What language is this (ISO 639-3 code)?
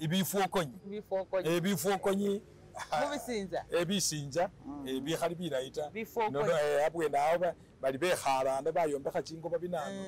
myx